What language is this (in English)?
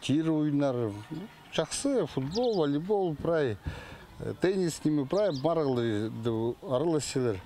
Khakas